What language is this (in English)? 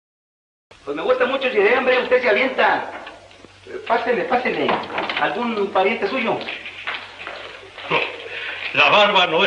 Spanish